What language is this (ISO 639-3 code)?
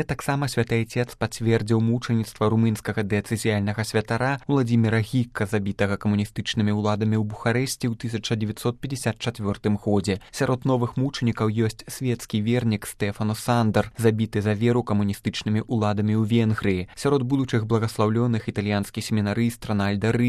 bel